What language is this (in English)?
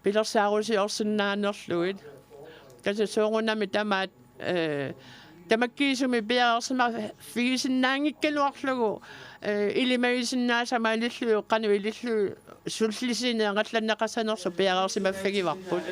Kalaallisut